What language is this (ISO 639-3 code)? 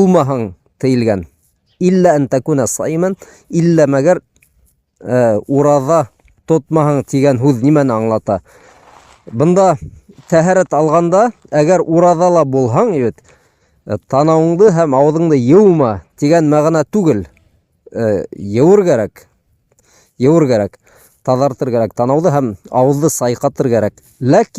bak